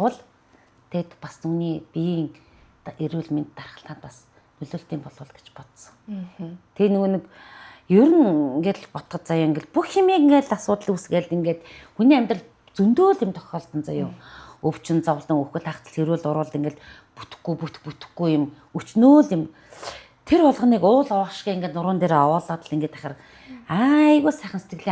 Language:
Mongolian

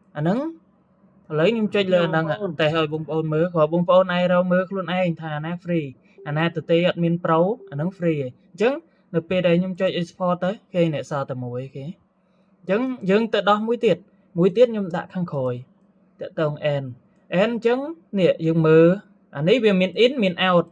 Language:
Khmer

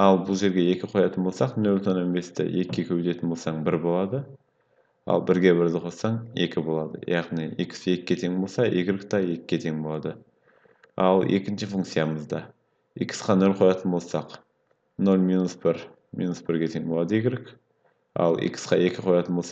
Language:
Kazakh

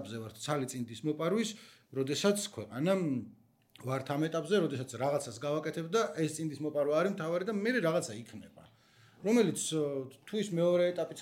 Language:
Georgian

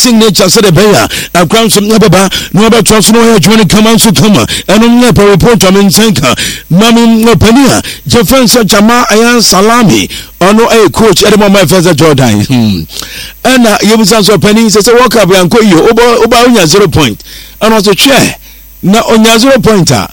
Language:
Akan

